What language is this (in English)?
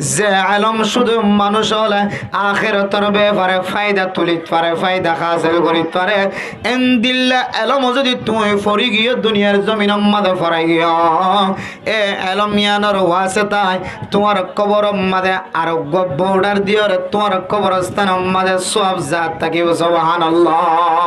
Rohingya